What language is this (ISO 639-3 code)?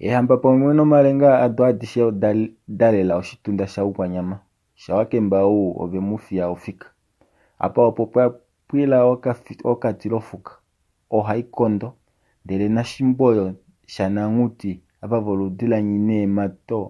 kua